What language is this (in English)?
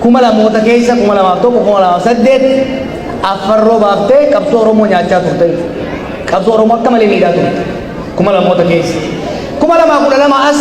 Oromo